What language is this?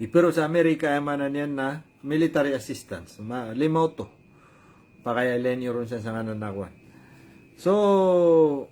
Maranao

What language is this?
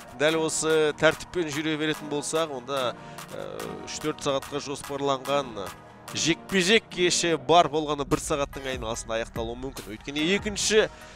Kazakh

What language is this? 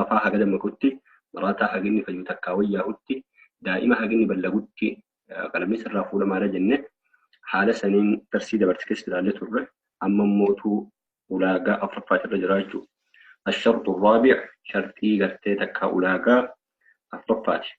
Oromo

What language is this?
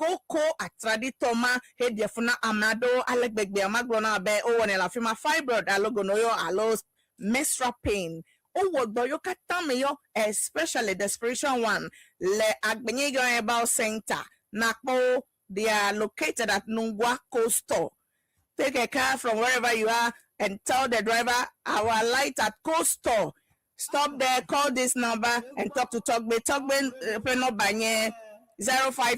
Ewe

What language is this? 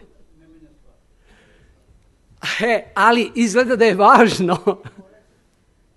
Serbian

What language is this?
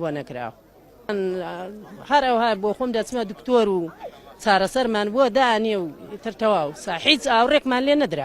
Central Kurdish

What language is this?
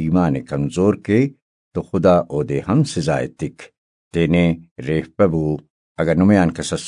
Brahui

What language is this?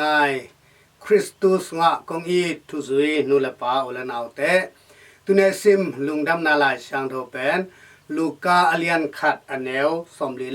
Tedim Chin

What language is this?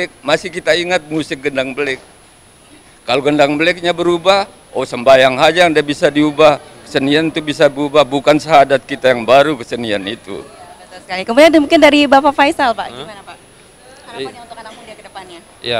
Indonesian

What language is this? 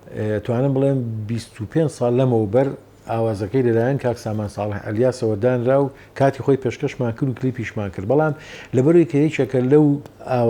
Central Kurdish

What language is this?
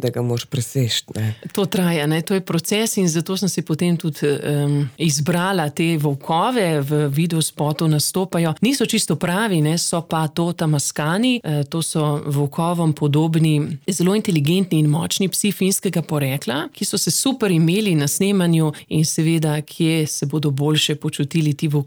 Slovenian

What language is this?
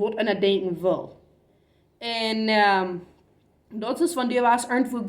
Plautdietsch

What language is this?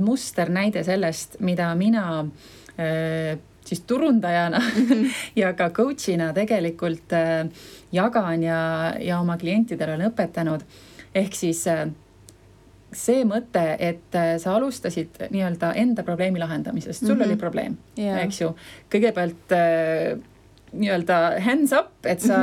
Estonian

